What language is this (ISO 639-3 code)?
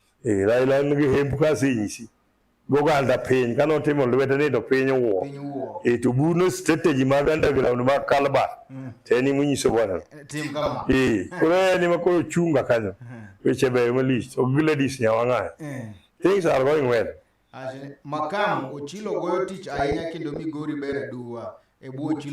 luo